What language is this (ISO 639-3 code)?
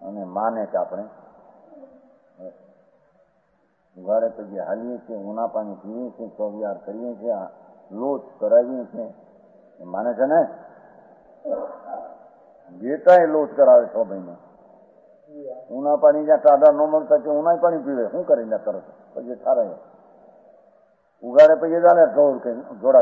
guj